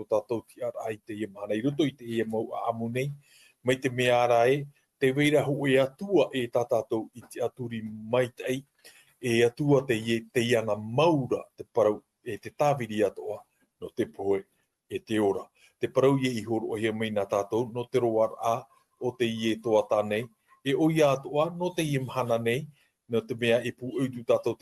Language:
Tahitian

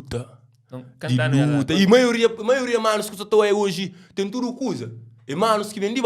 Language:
Kabuverdianu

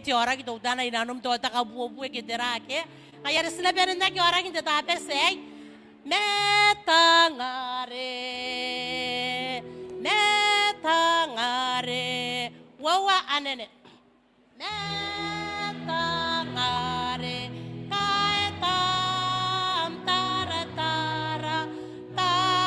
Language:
Gilbertese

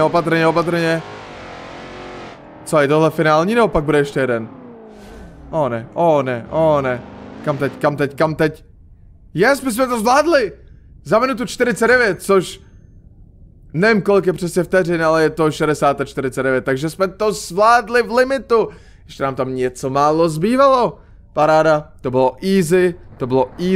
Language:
Czech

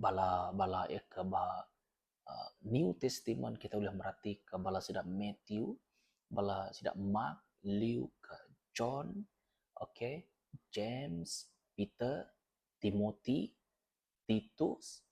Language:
Iban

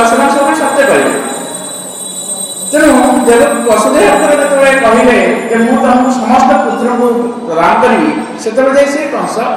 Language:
Odia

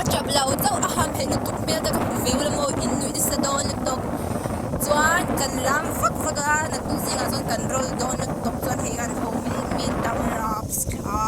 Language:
Mizo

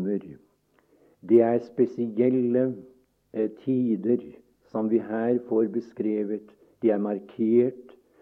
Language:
Norwegian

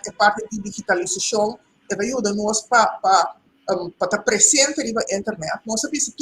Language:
Papiamento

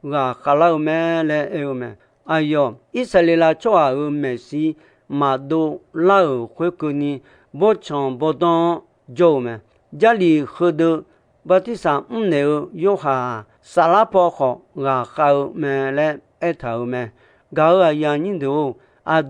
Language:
Akha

